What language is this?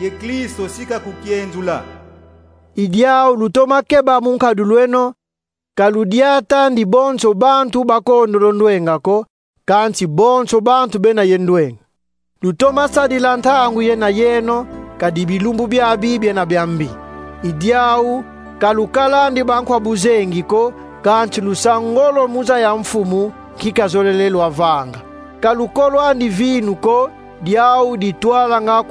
Kongo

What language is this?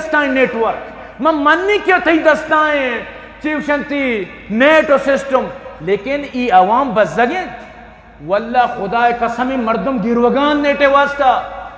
Eastern Balochi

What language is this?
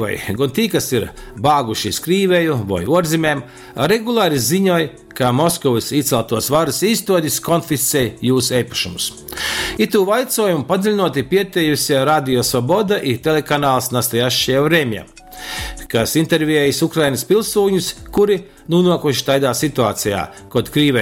Latgalian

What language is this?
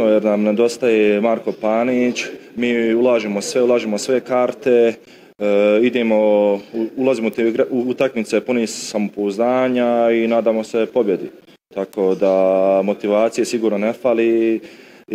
Bosnian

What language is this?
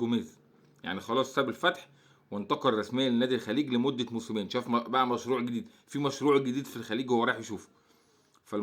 Egyptian Arabic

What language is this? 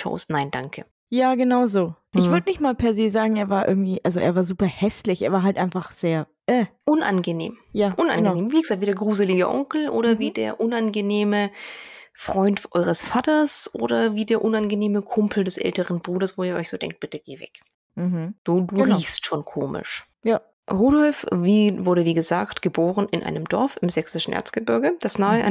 German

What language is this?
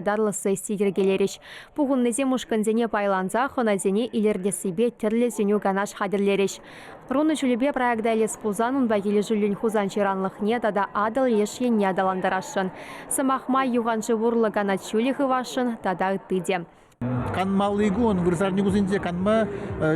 Chuvash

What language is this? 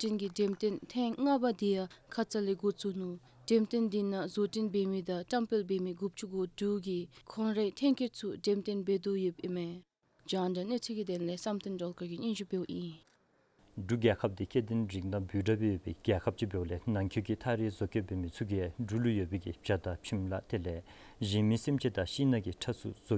Dzongkha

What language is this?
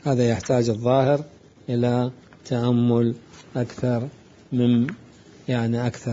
Mesopotamian Arabic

